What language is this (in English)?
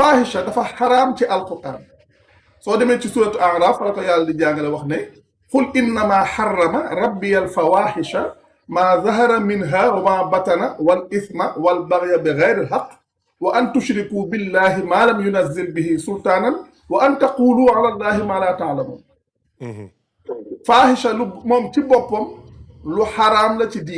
Wolof